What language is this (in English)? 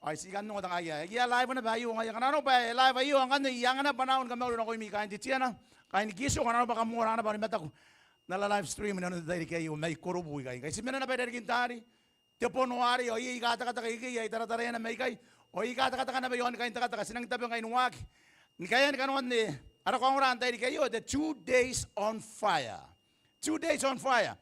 Gilbertese